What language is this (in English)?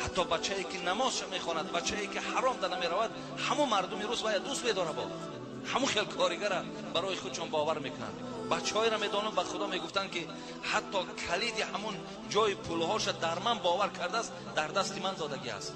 Tajik